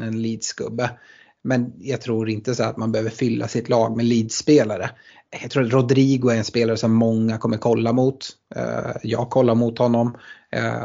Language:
Swedish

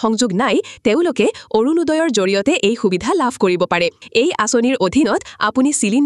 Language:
Assamese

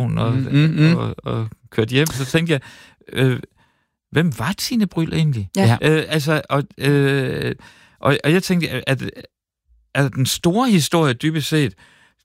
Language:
Danish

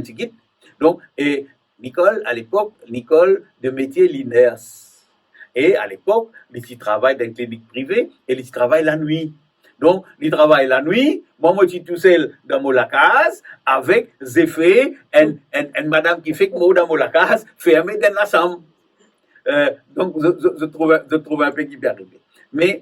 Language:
Morisyen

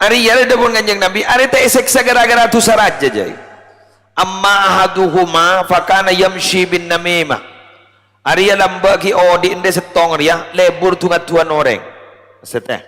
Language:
Madurese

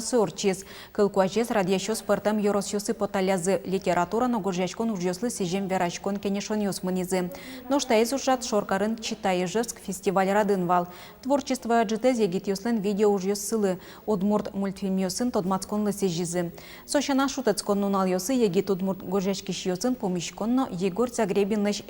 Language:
Udmurt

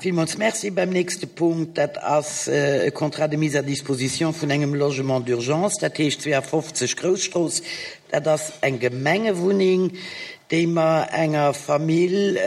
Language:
Luxembourgish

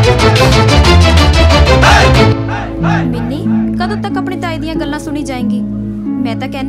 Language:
Punjabi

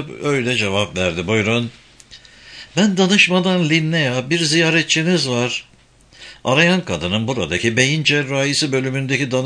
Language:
Turkish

